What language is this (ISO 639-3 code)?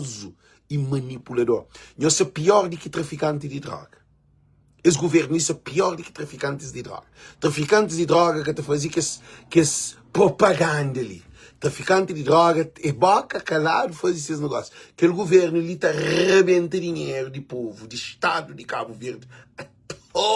kea